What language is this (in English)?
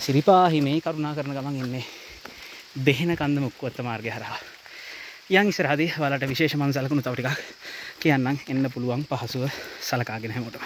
Sinhala